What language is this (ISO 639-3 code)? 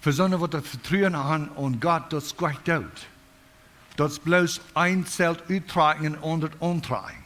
pdt